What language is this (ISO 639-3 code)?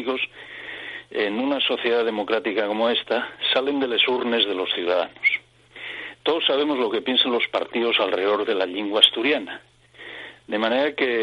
ast